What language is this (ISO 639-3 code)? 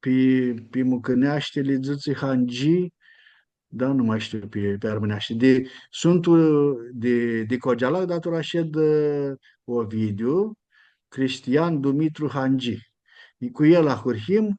rup